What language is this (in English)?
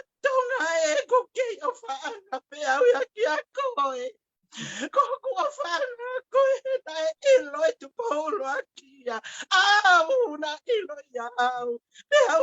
Tongan